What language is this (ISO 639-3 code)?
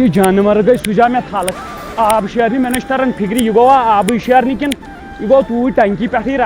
kas